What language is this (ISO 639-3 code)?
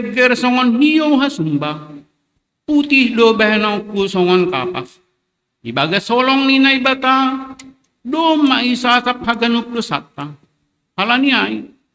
bts